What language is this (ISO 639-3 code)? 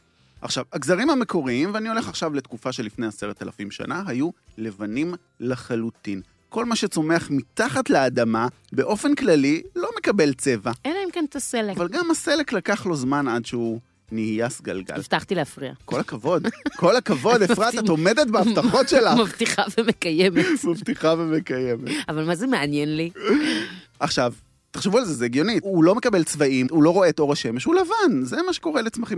heb